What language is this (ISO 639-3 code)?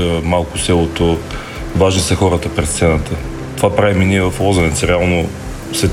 bul